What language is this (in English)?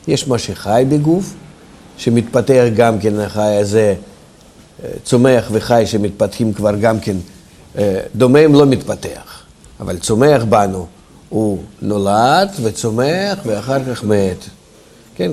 Hebrew